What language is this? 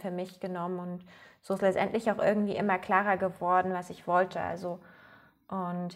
German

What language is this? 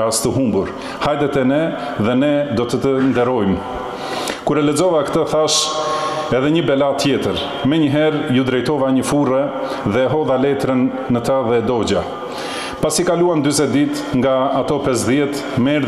Albanian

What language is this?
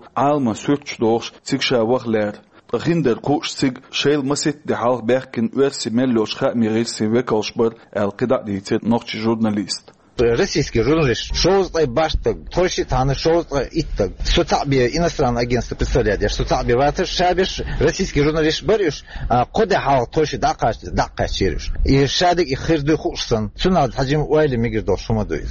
Chechen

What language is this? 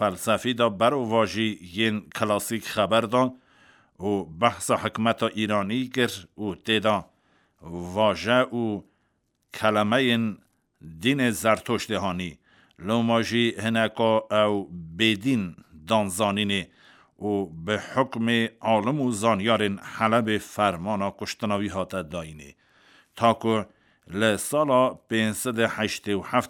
Kurdish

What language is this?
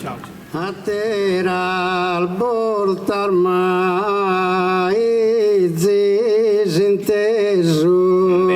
Sardinian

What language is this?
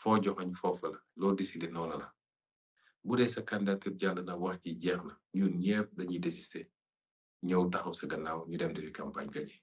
Wolof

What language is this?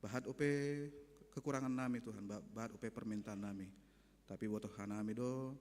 Batak Simalungun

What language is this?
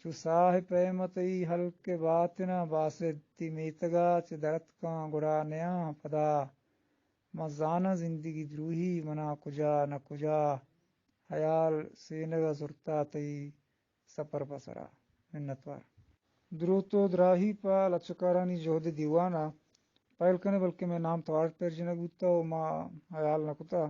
Eastern Balochi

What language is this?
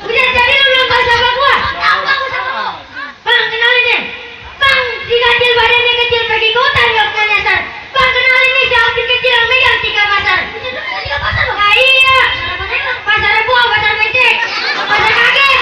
Betawi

